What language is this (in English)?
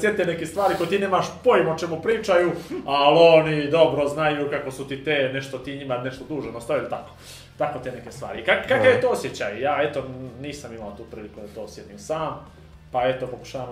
Bosnian